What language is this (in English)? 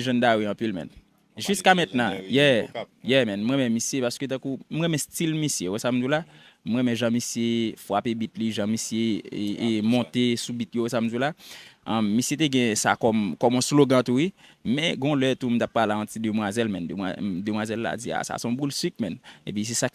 Haitian Creole